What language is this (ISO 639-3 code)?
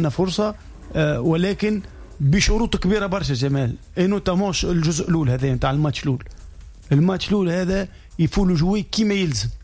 aeb